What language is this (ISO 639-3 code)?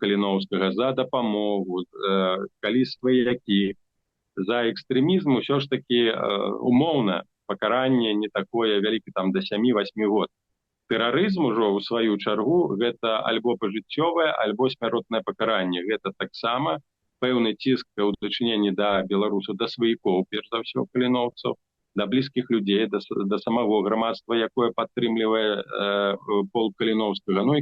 bel